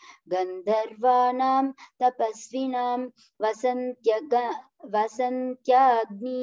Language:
Sanskrit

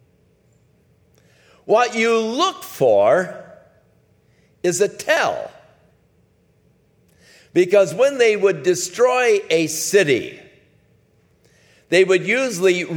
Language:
English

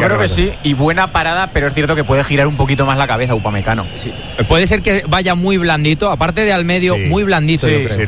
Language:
Spanish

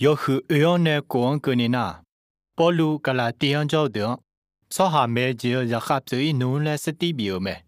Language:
Akha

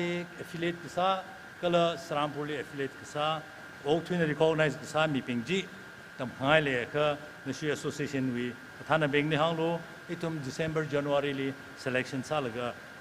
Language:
Tangkhul Naga (India)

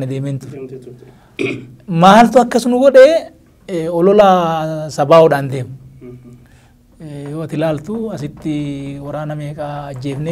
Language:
Oromo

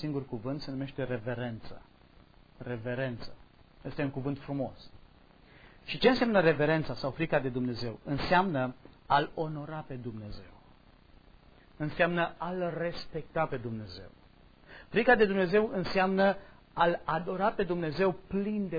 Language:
Romanian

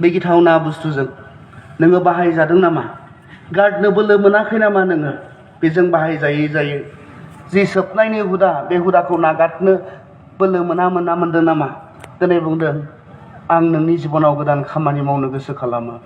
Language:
Bodo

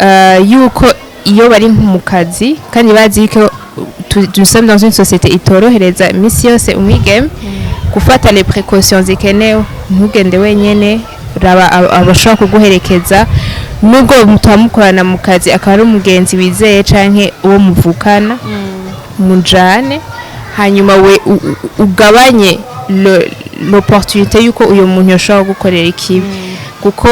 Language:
Rundi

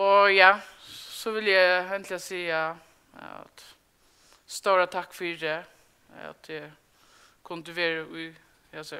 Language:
Faroese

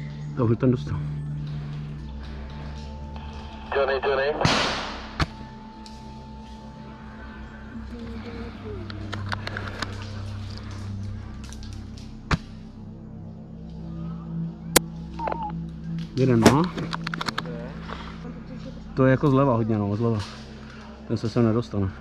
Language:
Czech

